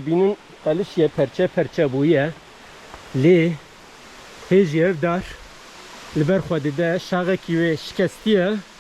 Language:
Kurdish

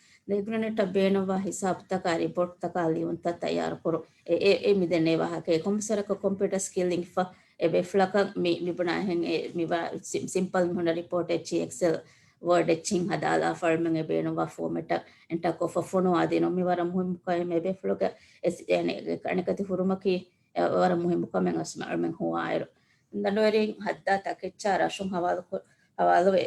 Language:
Divehi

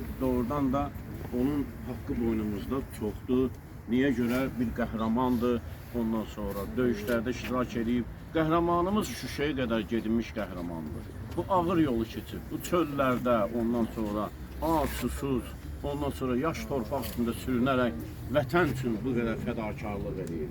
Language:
Azerbaijani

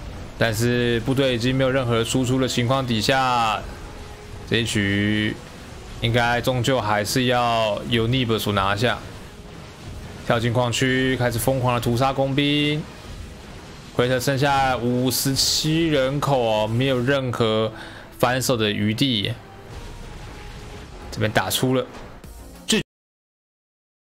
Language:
Chinese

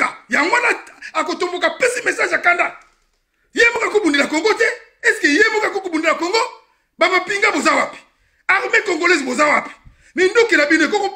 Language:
Lingala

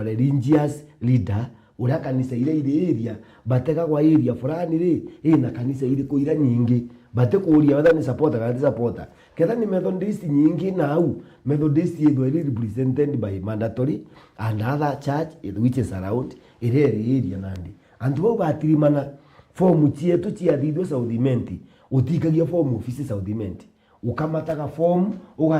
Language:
Meru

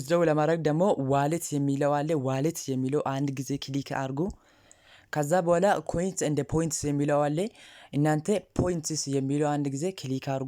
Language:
Amharic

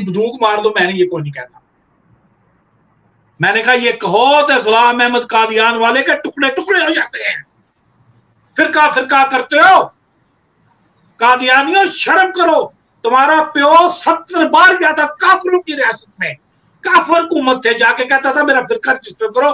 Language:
Urdu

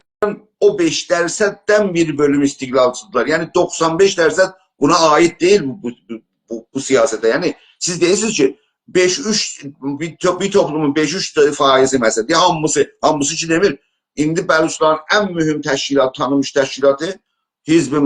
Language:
South Azerbaijani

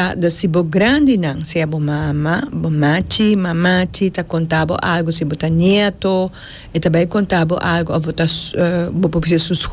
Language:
Papiamento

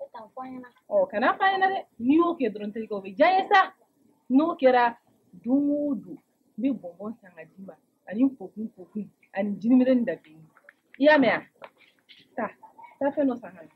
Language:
Bambara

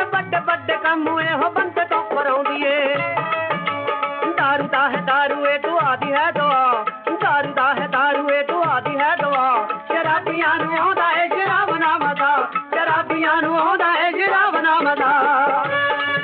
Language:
Punjabi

